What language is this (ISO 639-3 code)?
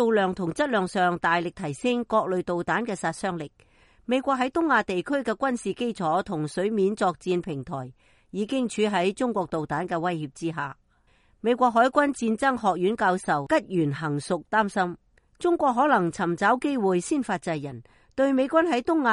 yue